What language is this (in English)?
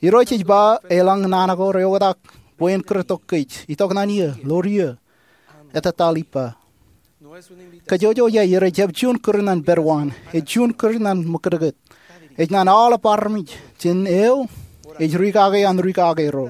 Marshallese